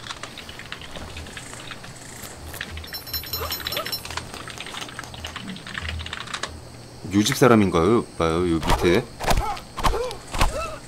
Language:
Korean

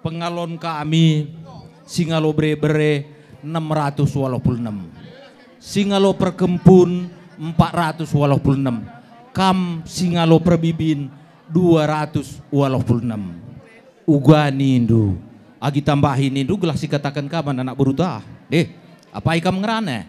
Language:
Batak Karo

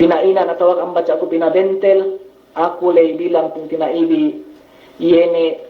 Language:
Yakan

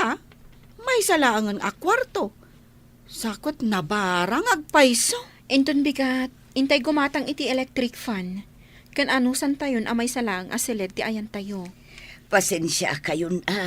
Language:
Iloko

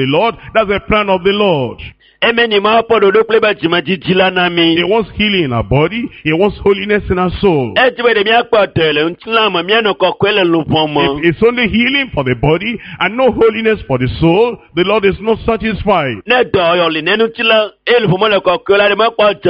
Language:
Ewe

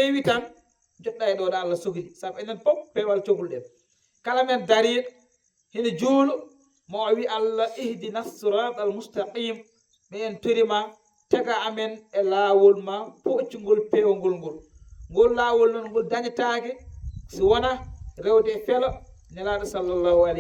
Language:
Fula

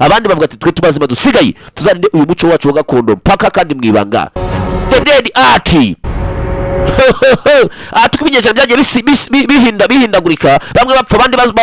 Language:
Kinyarwanda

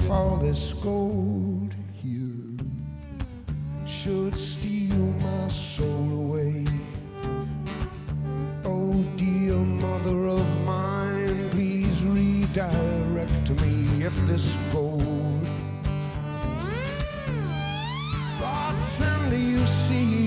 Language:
English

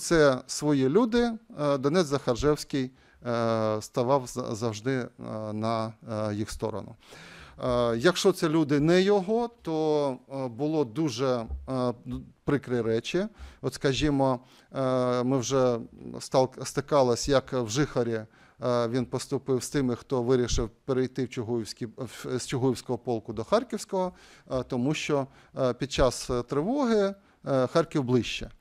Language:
Ukrainian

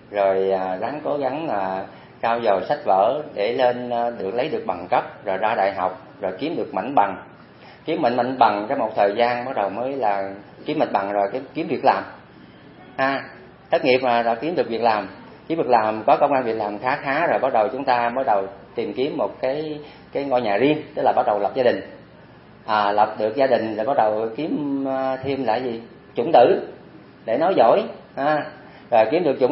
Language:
Vietnamese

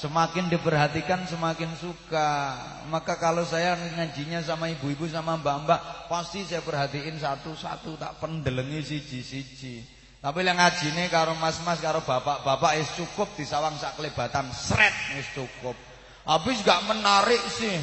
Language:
Javanese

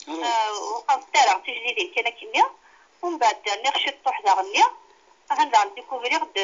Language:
Kabyle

